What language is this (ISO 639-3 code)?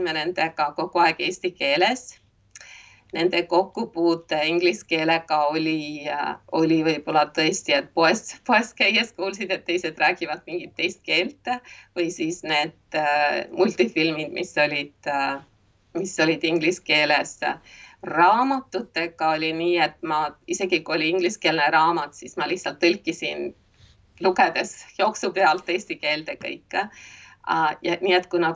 est